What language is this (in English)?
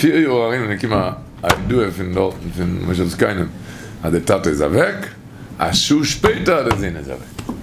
Yiddish